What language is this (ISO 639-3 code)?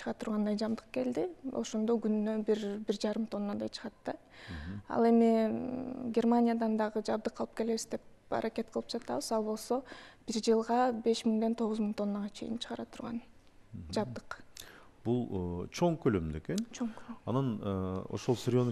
kir